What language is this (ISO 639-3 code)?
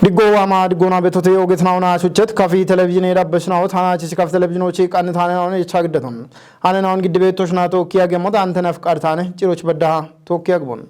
kbr